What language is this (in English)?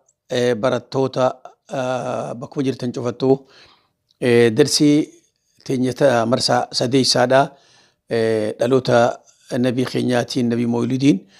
Oromo